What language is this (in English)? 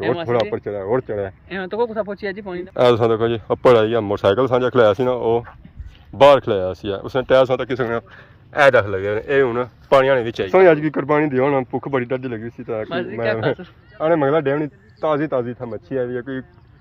Pahari-Potwari